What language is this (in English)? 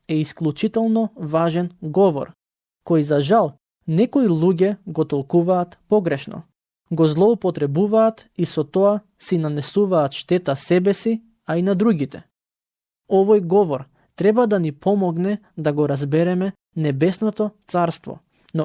Macedonian